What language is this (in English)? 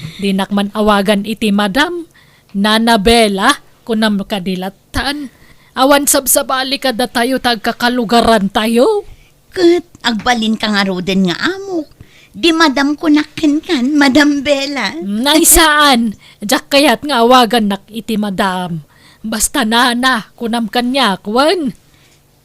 Iloko